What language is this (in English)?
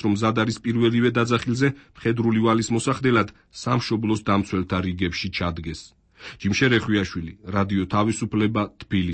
Georgian